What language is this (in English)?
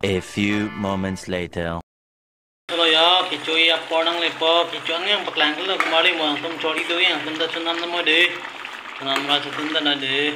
Karbi